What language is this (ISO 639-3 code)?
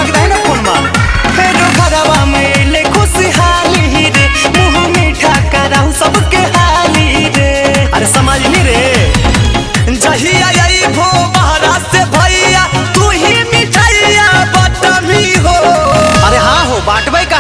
mag